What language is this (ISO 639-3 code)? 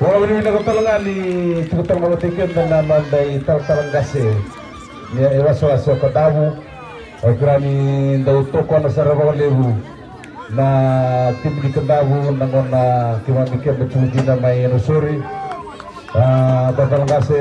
fij